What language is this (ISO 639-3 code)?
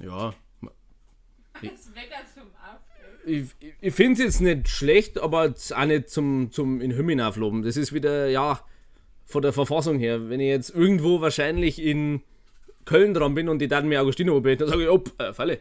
bar